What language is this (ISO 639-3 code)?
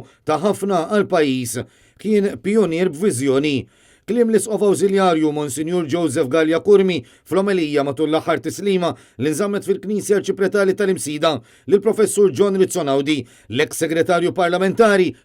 mlt